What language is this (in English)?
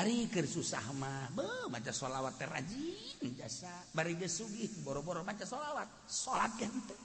Sundanese